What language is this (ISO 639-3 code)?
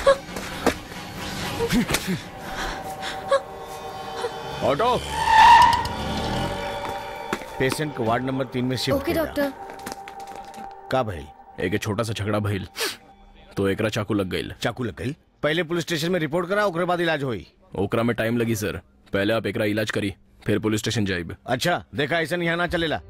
bho